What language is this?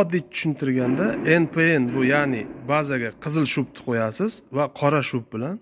Uzbek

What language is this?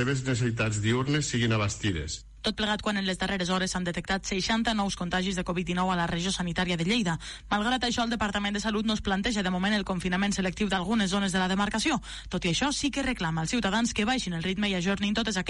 Catalan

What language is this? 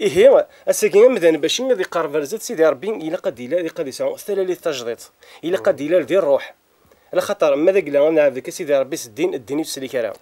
Kabyle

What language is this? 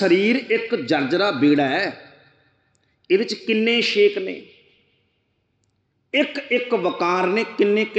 Punjabi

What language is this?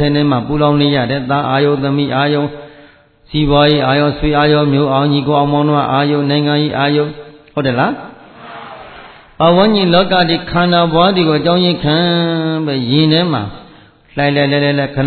Burmese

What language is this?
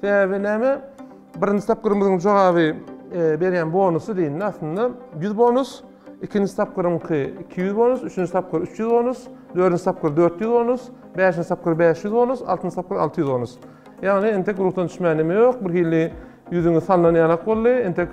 Turkmen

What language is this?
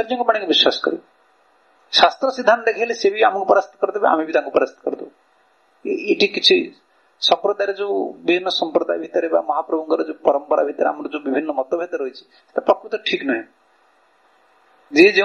Odia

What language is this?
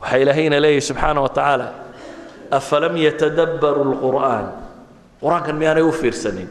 Somali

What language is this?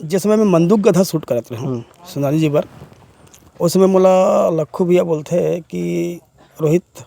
Chhattisgarhi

